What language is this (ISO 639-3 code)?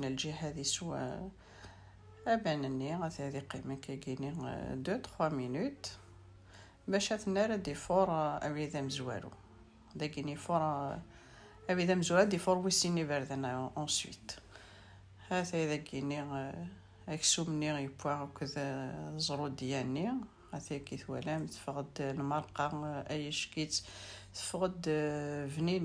kab